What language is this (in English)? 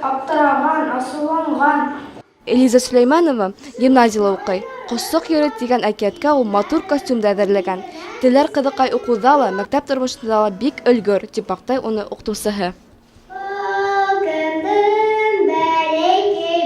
Bashkir